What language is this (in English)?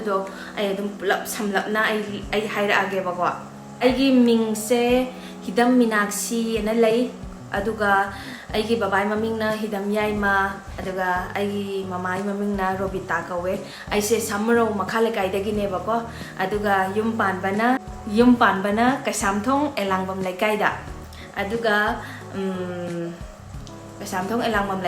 Manipuri